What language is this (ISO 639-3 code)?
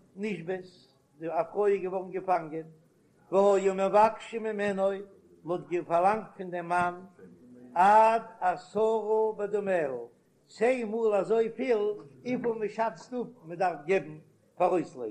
yid